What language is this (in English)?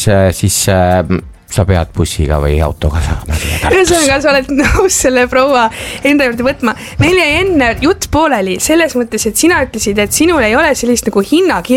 Estonian